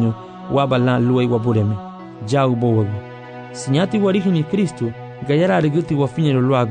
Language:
Garifuna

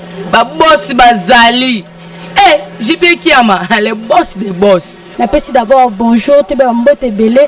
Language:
Lingala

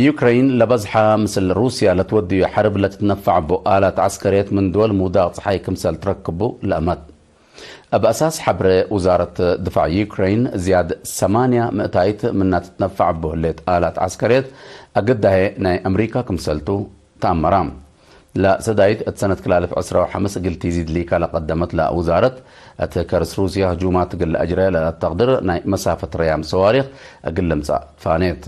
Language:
Tigre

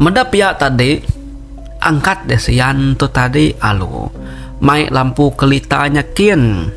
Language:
Iban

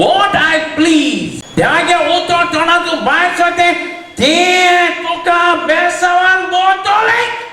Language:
Konkani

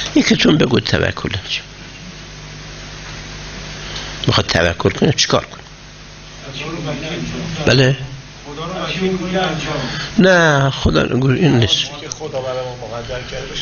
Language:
Persian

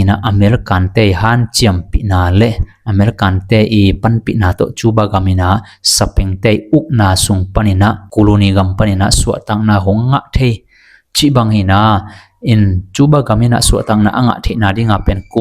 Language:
Tedim Chin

